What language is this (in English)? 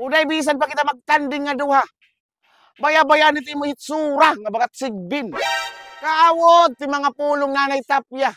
Waray